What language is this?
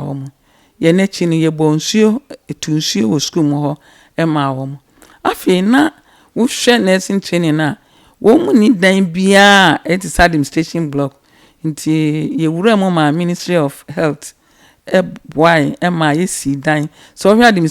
Akan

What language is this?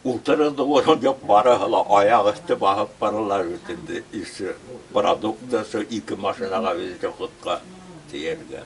Bashkir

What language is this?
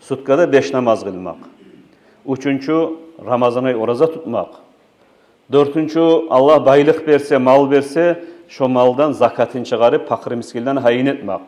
Kumyk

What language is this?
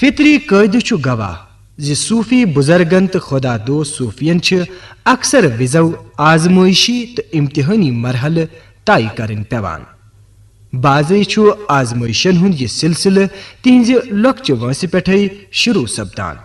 Kashmiri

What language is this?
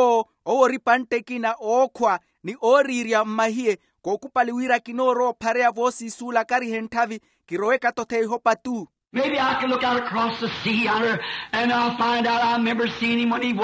Makhuwa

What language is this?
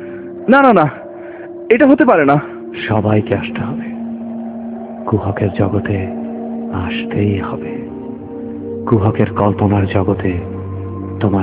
Bangla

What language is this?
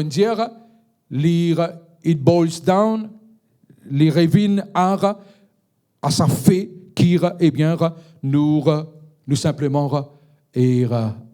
Morisyen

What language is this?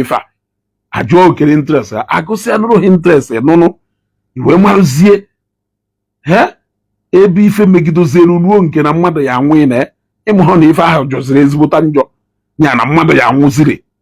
Igbo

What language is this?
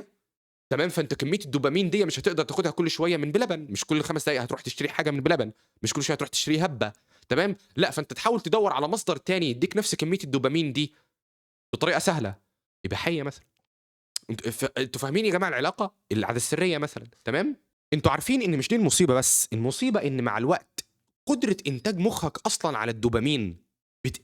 Egyptian Arabic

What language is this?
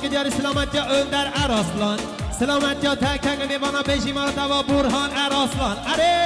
Kurdish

